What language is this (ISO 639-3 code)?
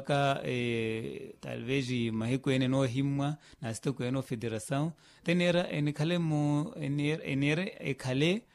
vmw